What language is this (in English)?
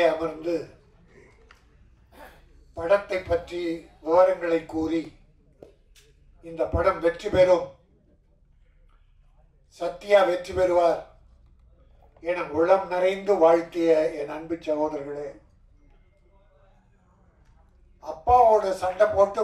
Tamil